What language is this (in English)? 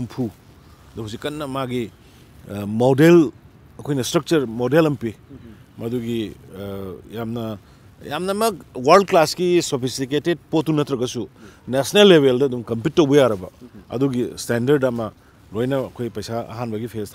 Manipuri